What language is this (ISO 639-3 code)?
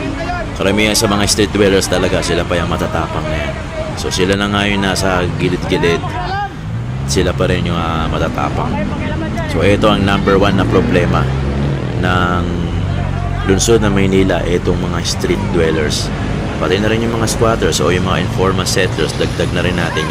fil